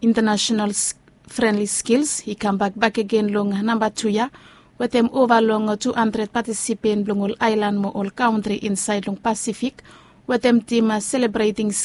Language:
Bislama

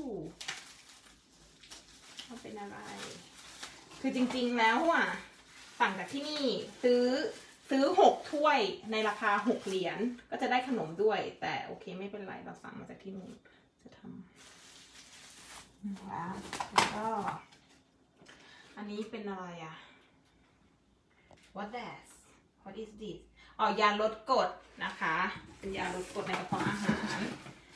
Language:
Thai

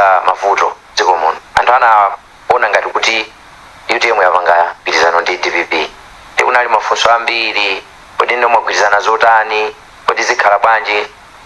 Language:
Nyanja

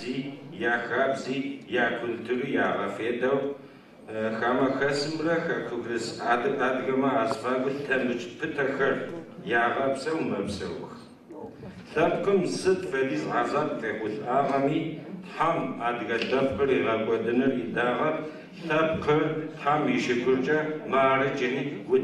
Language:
Adyghe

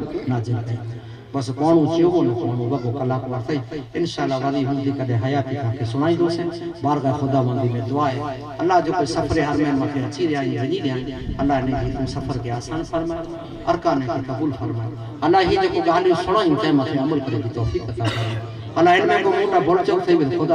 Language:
Sindhi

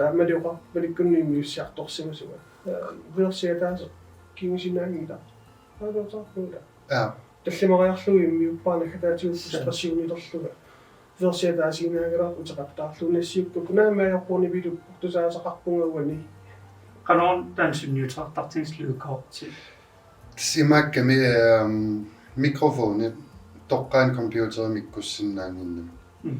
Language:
Kalaallisut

